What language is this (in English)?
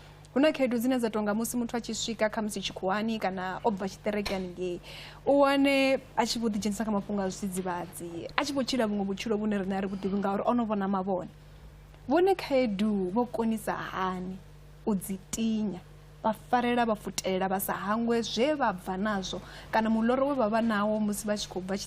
Venda